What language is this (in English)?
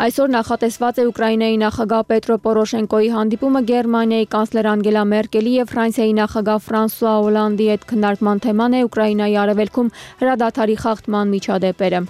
Armenian